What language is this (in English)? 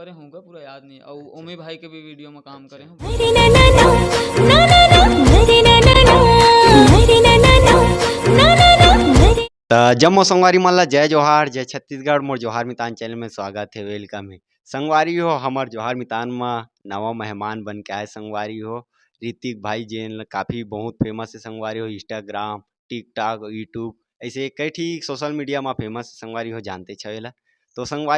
Chhattisgarhi